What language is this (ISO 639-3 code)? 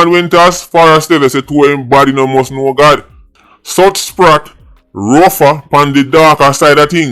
jam